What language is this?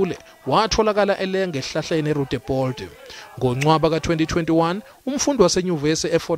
Zulu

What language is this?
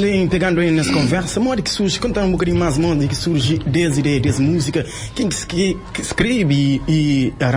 Kabuverdianu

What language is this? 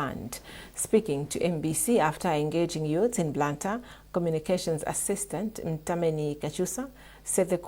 English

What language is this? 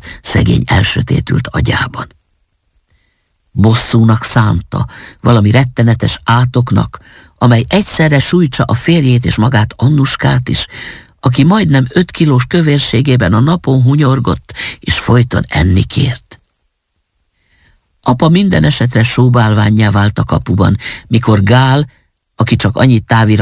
Hungarian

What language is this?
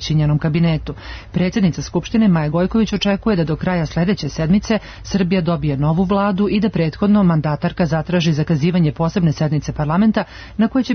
Serbian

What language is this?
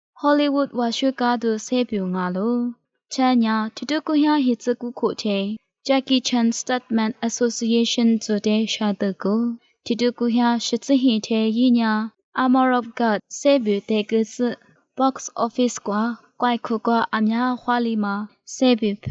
Lisu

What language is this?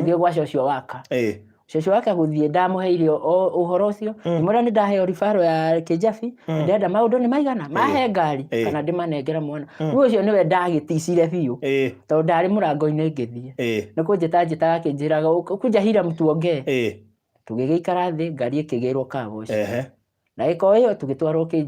Kikuyu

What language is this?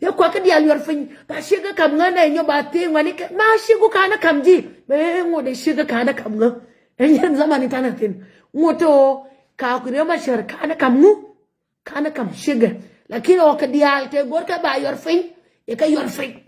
Nuer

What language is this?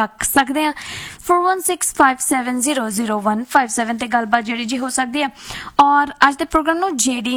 Punjabi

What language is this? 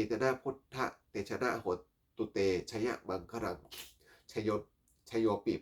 Pali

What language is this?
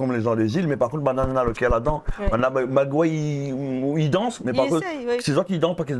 Réunion Creole French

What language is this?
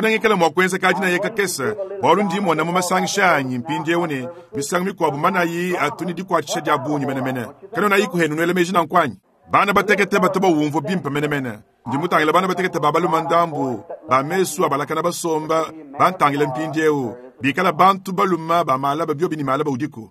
Luba-Lulua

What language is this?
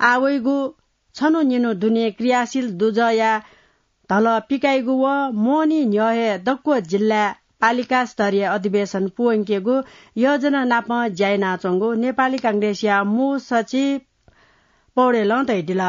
Newari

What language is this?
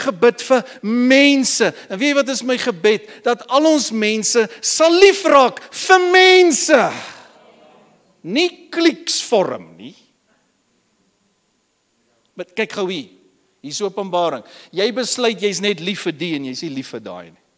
Afrikaans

